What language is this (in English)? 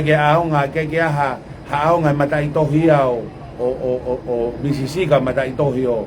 Tongan